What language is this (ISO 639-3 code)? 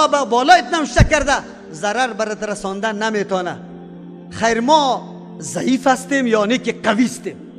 fas